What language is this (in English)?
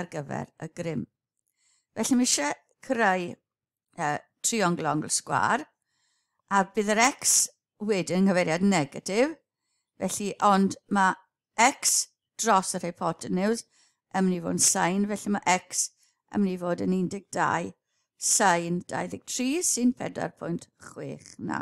Welsh